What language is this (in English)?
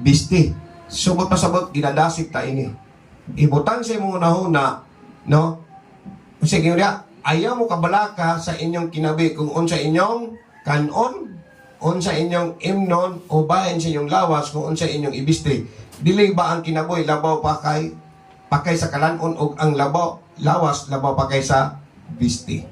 Cebuano